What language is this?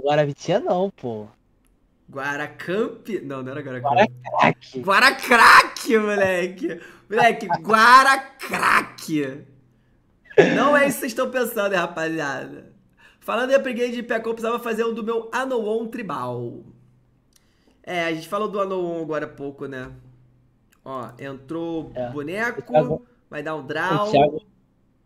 Portuguese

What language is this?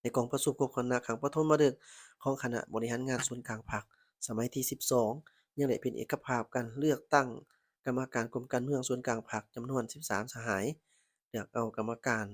Lao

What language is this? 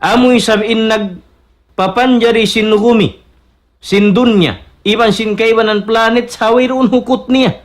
Tausug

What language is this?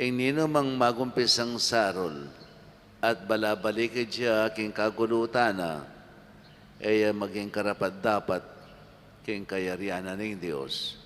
Pampanga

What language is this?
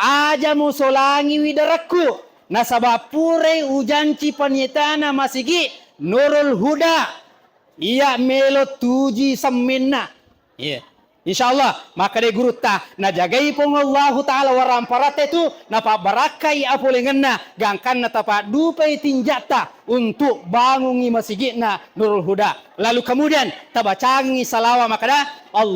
Buginese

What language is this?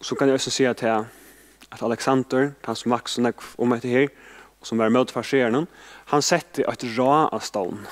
Faroese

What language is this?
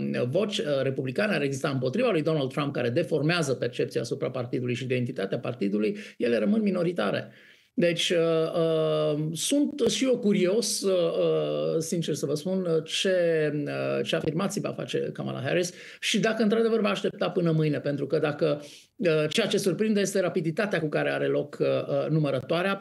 Romanian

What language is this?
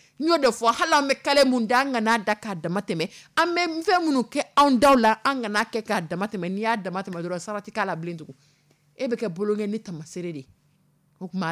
Dyula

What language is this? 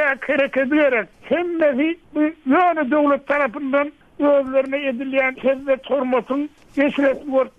Turkmen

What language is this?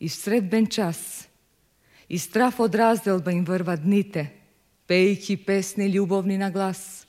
Macedonian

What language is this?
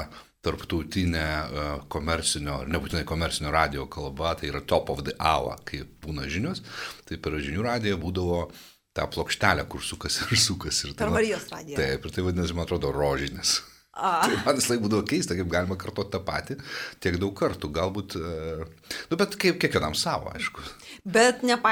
Lithuanian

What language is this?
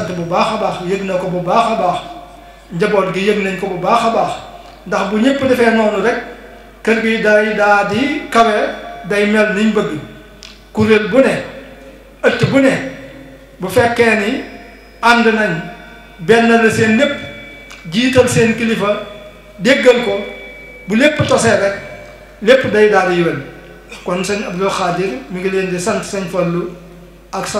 Wolof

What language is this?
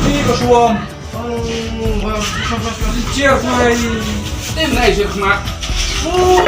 Khasi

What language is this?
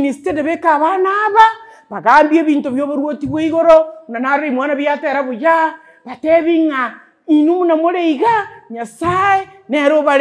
Gusii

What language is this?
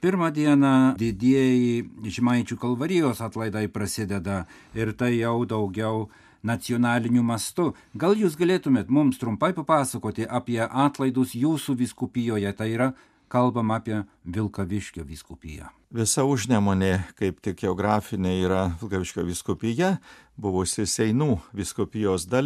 Lithuanian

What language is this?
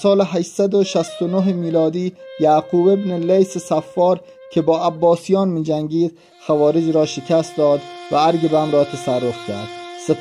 Persian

